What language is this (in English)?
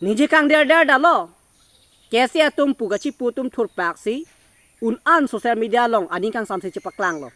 Karbi